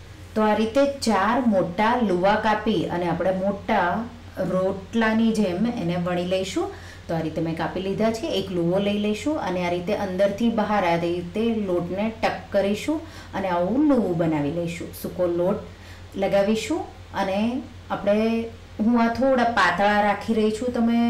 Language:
Gujarati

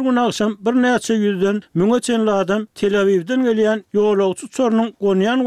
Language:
Turkmen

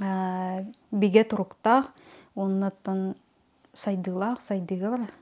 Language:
Yakut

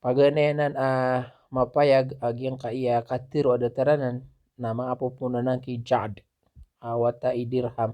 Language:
Maranao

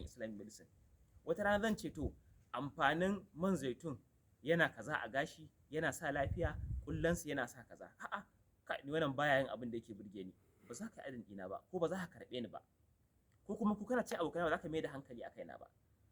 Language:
Hausa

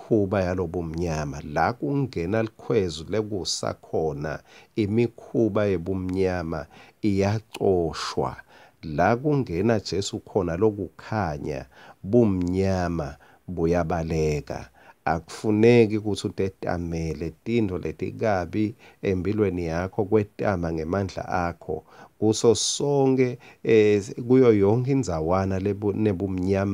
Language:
Swati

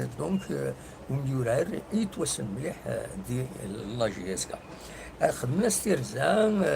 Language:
Kabyle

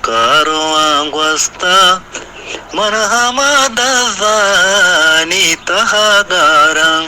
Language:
Eastern Balochi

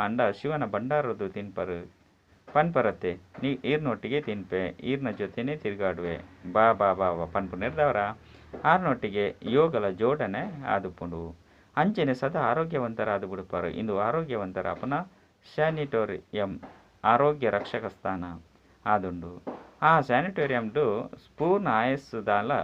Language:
Tulu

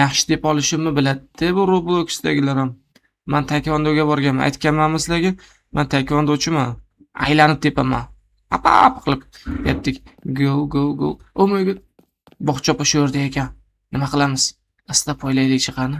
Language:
Uzbek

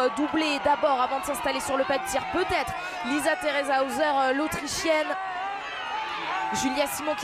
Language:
French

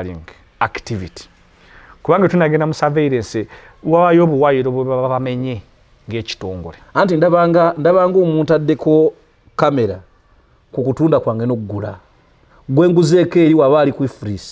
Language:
Ganda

